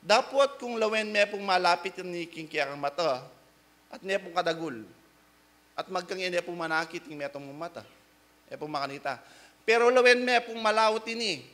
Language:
Pampanga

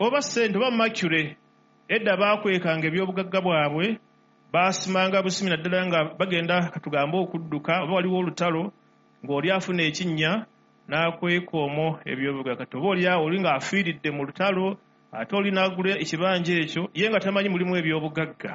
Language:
Ganda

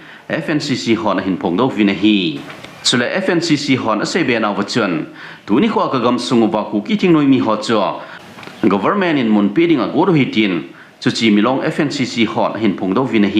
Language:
Thado Chin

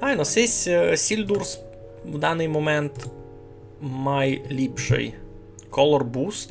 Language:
Rusyn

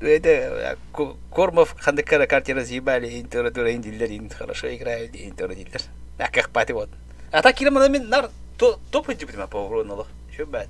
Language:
Yakut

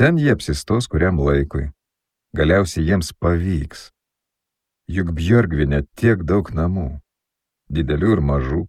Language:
Lithuanian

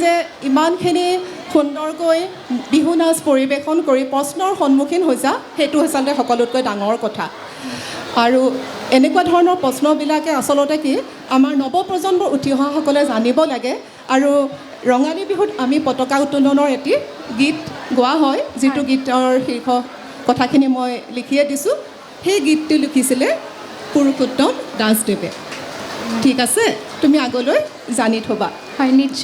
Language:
Assamese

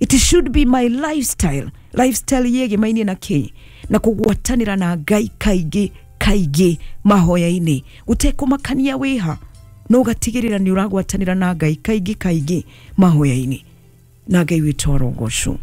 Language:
Kikuyu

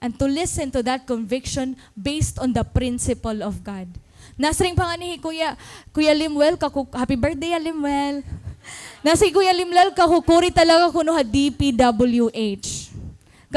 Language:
Waray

